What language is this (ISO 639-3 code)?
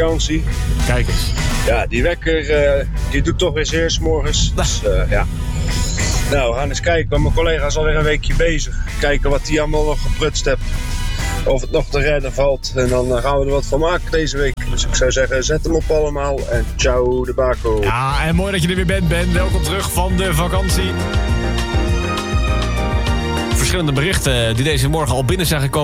nld